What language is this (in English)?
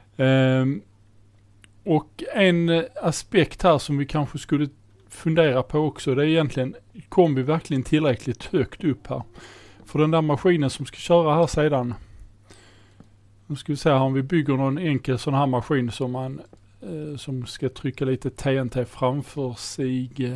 Swedish